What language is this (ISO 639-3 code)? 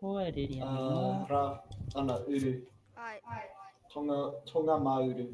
mri